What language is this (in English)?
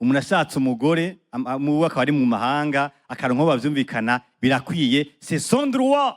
Rundi